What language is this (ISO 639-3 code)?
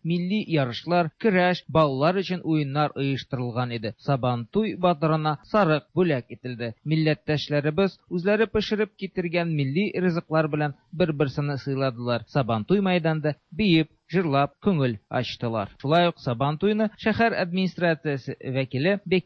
tat